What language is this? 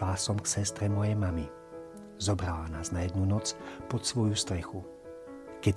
Slovak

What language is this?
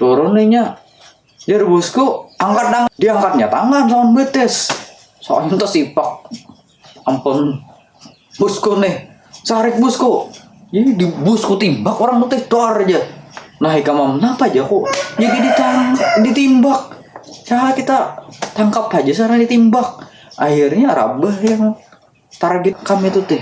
Banjar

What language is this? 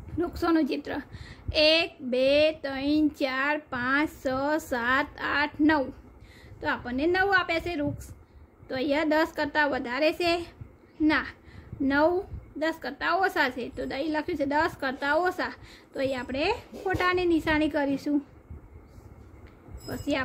Gujarati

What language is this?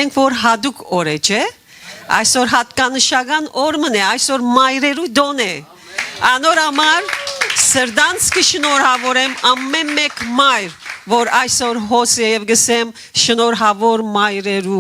Western Armenian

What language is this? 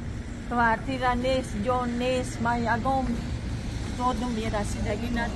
Tajik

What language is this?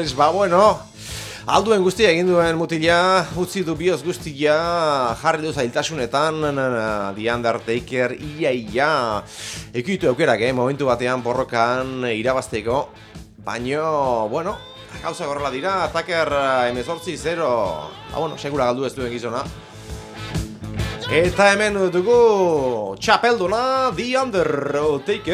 Basque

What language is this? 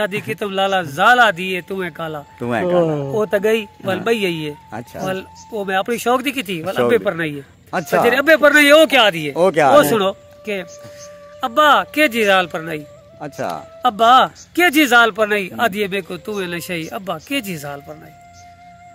Saraiki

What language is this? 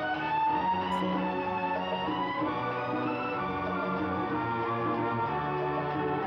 Tamil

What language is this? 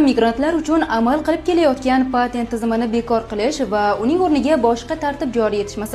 Uzbek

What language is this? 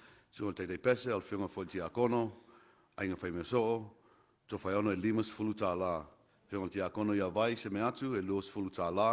Samoan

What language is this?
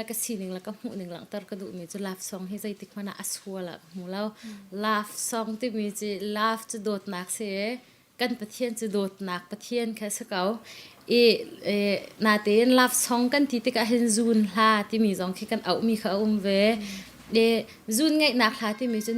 Hakha Chin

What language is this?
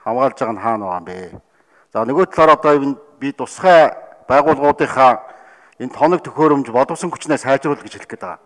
Mongolian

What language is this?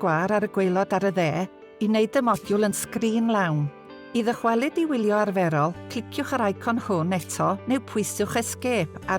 Welsh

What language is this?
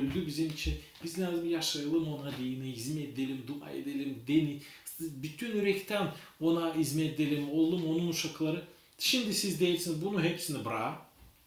Gagauz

